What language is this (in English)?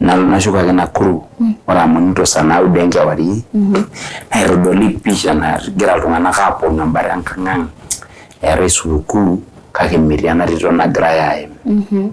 Masai